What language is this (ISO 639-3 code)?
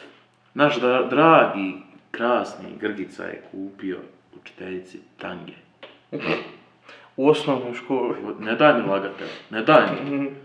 hrv